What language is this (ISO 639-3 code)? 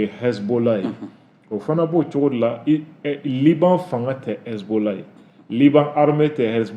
bam